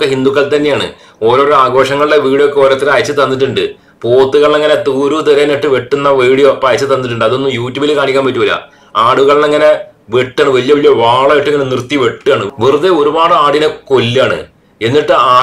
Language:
Malayalam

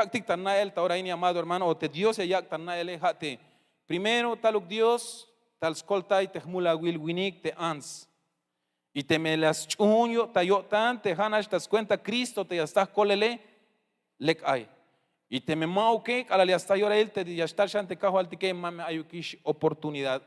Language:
Tzeltal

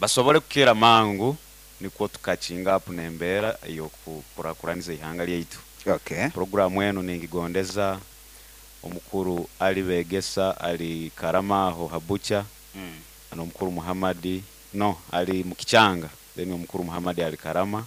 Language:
Nyoro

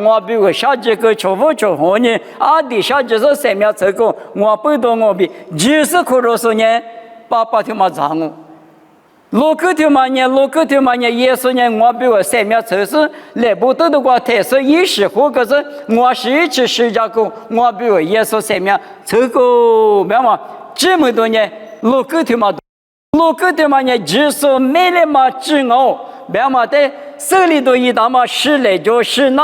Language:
Lisu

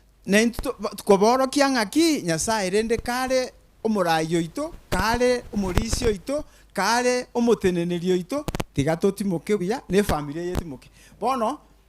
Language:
Gusii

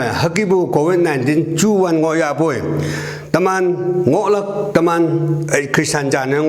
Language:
Konyak Naga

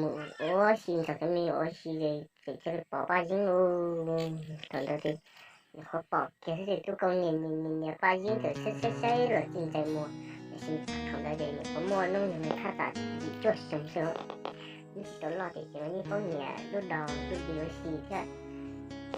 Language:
Hmong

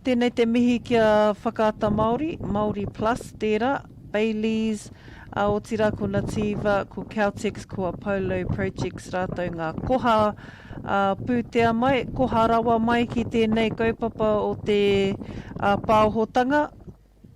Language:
Māori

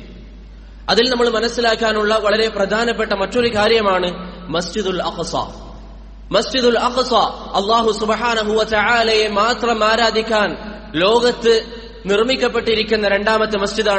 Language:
Malayalam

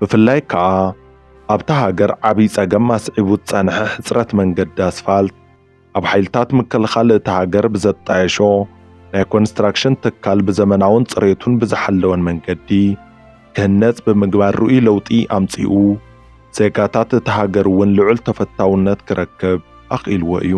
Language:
Tigrinya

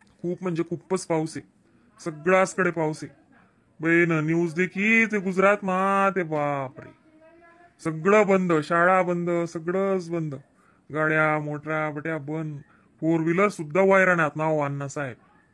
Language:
Khandesi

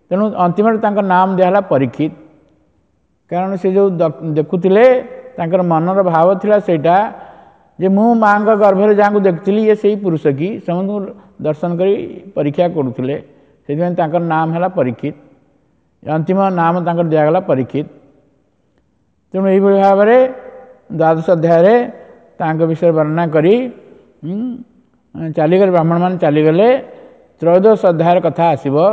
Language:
Odia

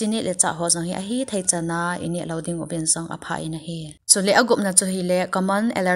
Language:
Thado Chin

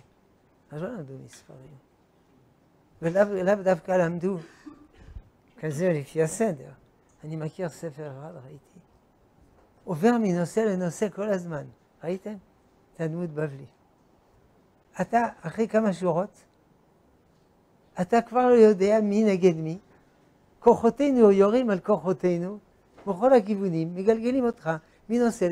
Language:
Hebrew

